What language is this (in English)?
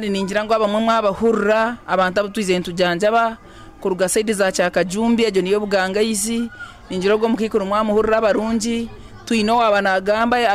Nyankole